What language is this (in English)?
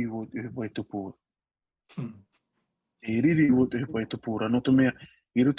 Tahitian